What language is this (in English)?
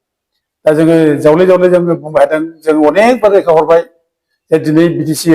Bodo